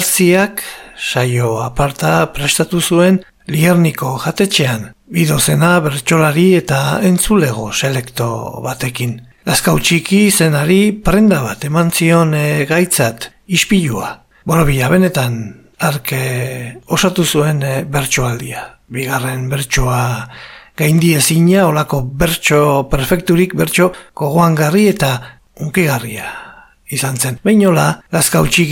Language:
Basque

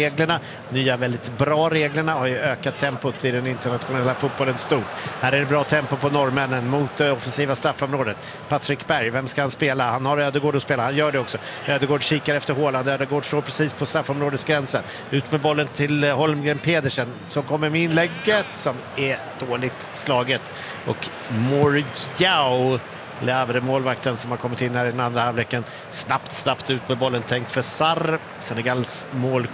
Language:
Swedish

